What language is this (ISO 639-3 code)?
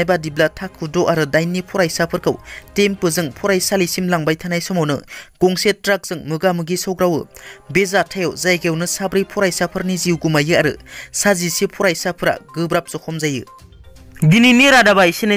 brx